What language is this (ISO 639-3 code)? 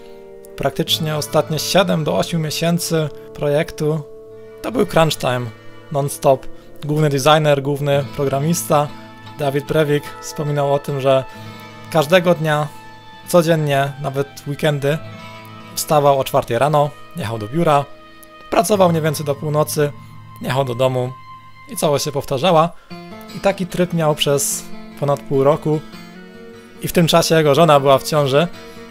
pol